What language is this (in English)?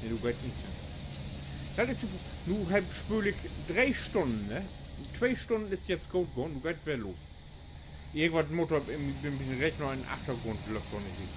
Low German